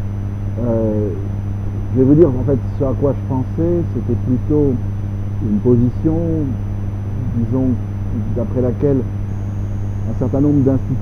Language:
French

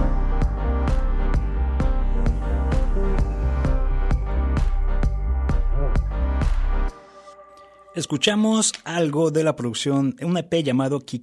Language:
Spanish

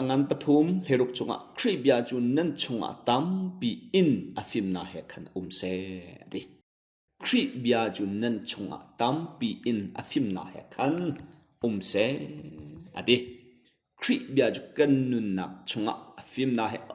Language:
Hakha Chin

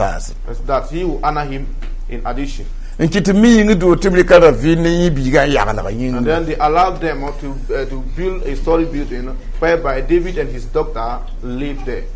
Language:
Mossi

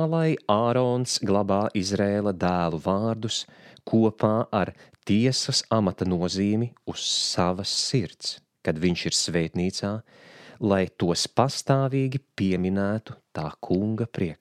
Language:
Latvian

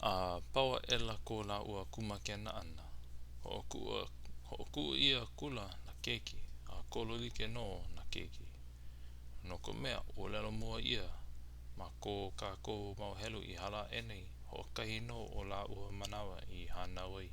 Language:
Hawaiian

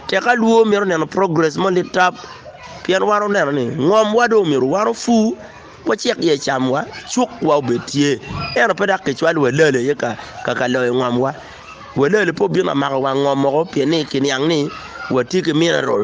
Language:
Acoli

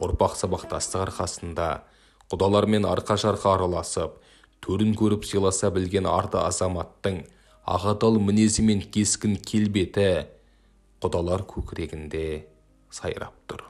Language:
Kazakh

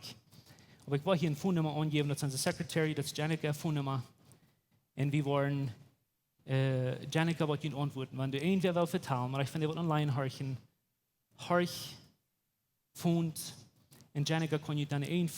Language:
Plautdietsch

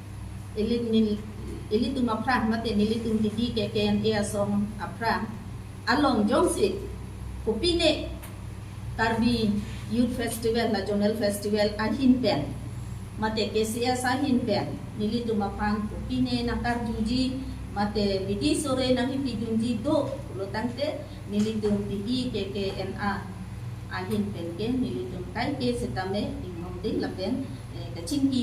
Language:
Karbi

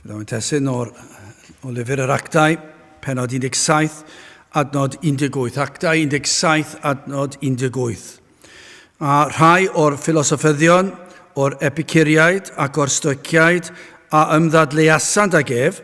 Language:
Welsh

